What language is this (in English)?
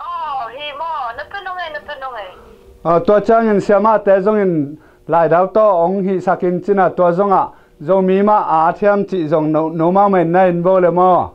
Tedim Chin